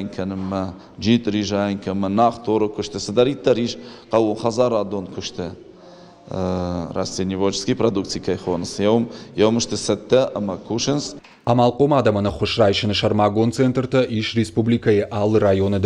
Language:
Ossetic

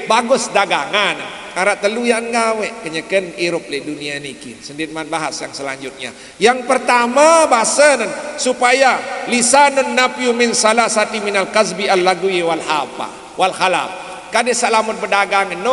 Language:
Sasak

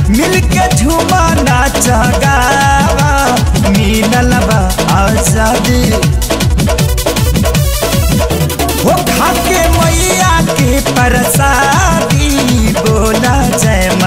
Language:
Bhojpuri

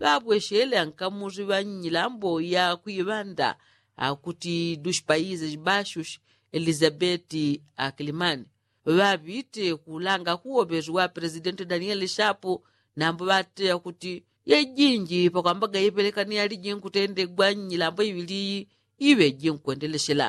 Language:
Yao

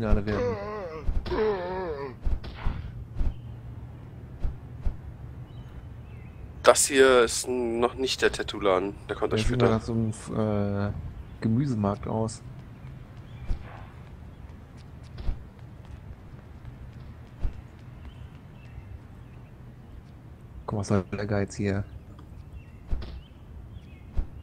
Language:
German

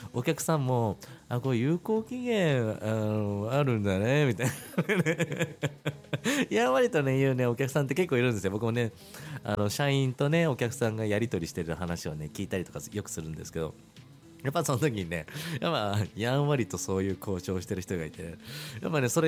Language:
Japanese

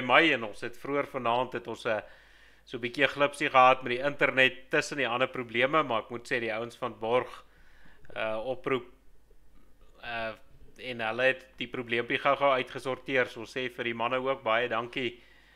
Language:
Afrikaans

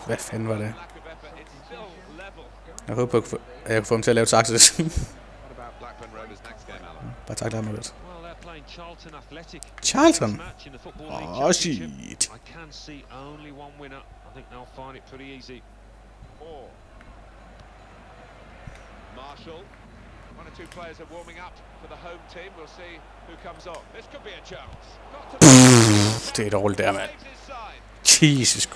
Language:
Danish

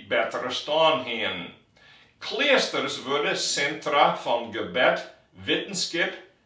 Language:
Western Frisian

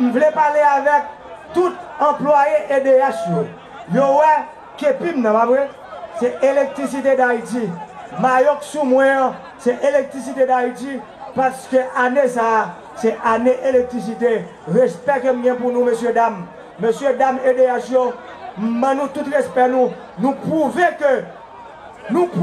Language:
Haitian Creole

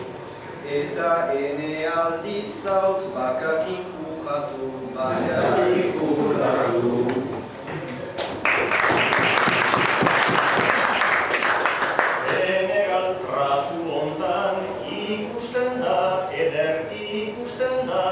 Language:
Basque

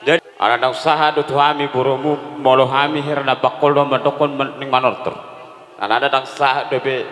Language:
Batak Toba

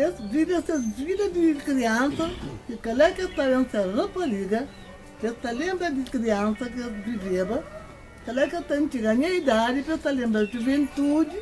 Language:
Kabuverdianu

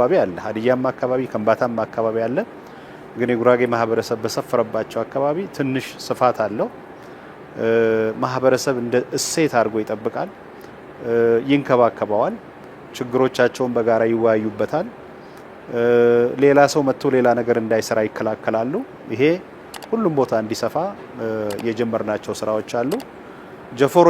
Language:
Amharic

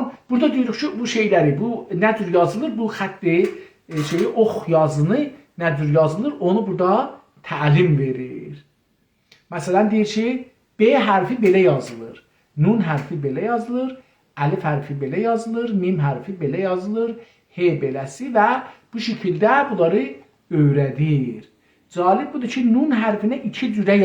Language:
South Azerbaijani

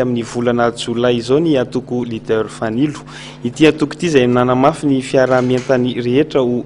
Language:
Malagasy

